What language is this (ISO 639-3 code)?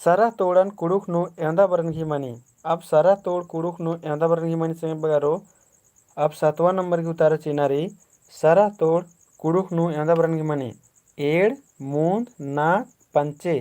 kru